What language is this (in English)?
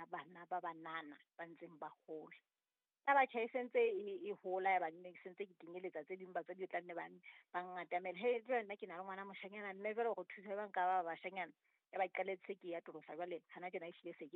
Southern Sotho